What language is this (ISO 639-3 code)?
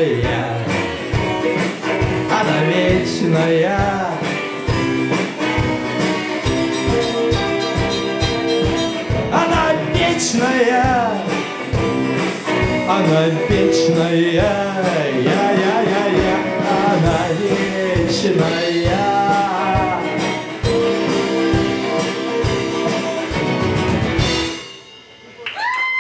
rus